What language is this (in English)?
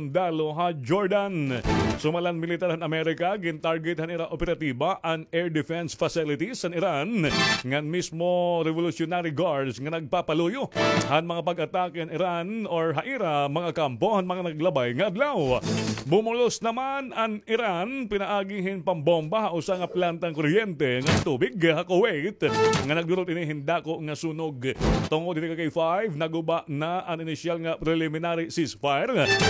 Waray